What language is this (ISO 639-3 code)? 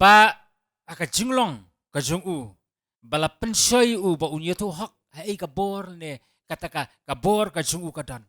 kha